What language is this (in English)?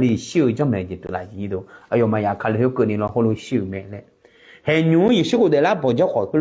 Akha